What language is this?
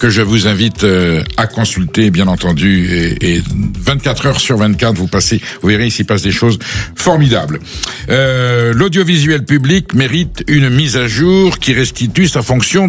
French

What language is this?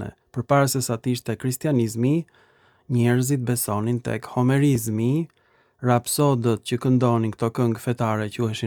Albanian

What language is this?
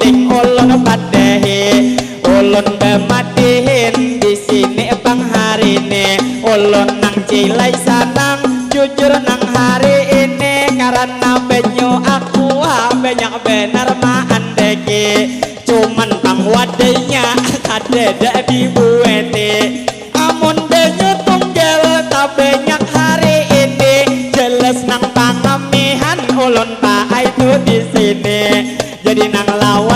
Banjar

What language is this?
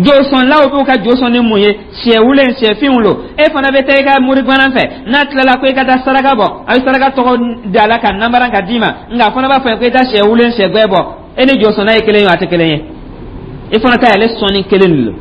Dyula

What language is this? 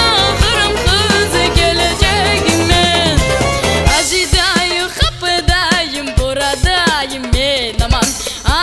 Crimean Tatar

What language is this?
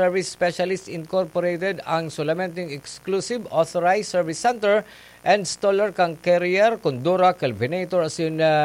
Bikol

